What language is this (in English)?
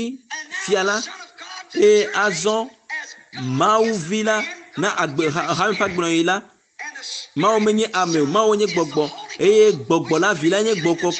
Ewe